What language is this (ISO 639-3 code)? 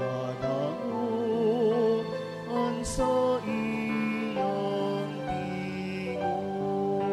bik